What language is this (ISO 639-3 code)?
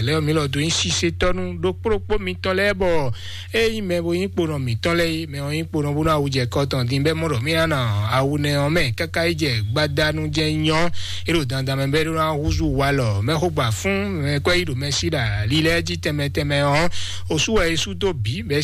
fon